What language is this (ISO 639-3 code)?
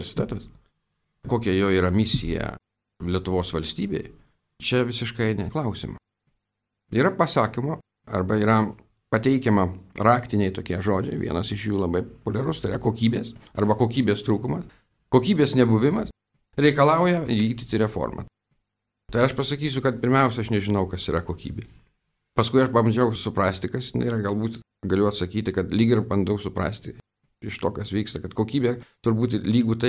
lit